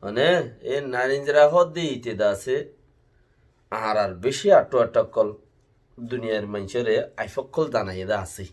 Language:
Rohingya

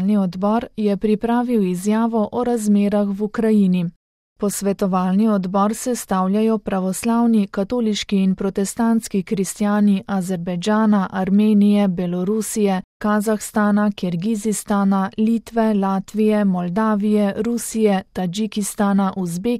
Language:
Slovenian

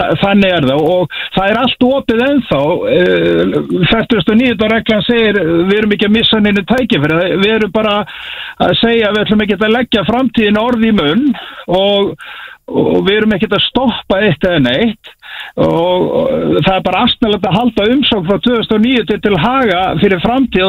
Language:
Icelandic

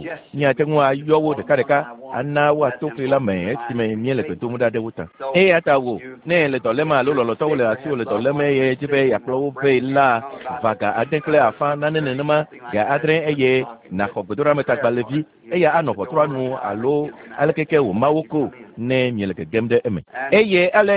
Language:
Ewe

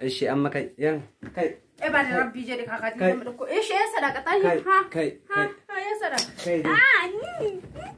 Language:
Oromo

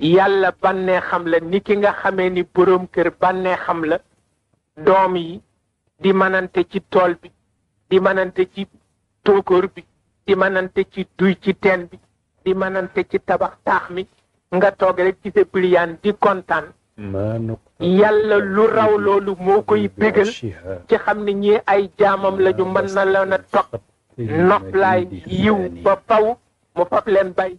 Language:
Wolof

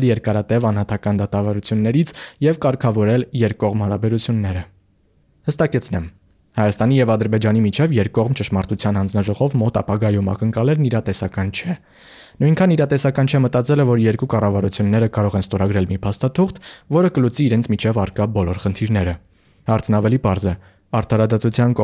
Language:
Armenian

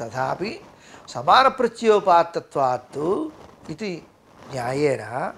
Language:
Sanskrit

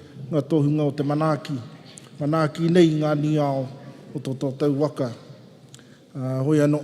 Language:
Māori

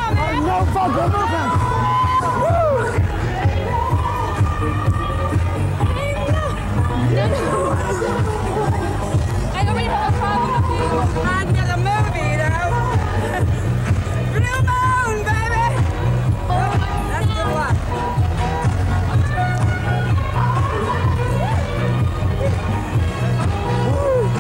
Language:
English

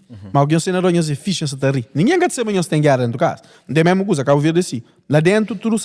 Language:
Kabuverdianu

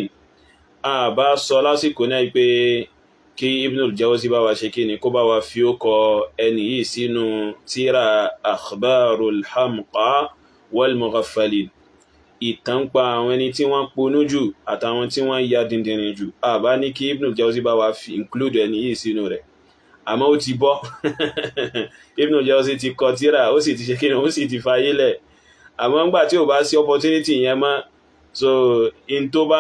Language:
Yoruba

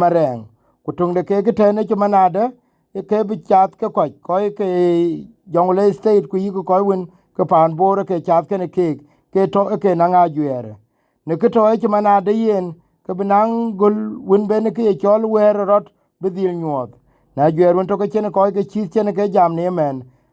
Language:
Dinka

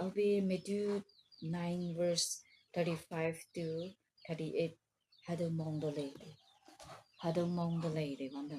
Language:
Konyak Naga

